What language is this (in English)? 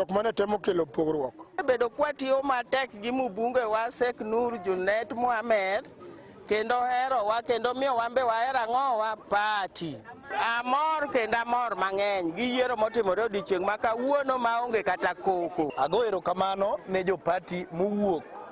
Luo (Kenya and Tanzania)